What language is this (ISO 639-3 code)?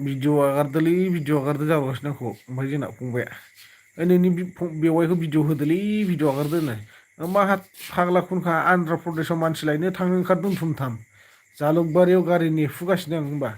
brx